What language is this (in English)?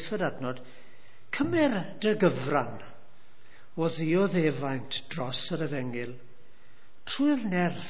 Welsh